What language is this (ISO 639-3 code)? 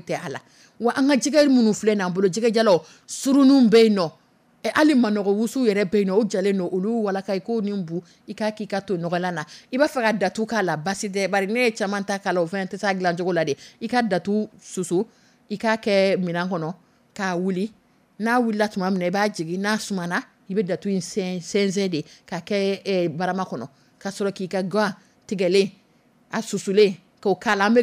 dyu